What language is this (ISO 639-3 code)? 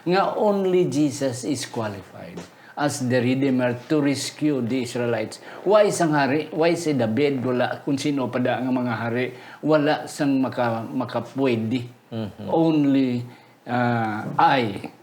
hil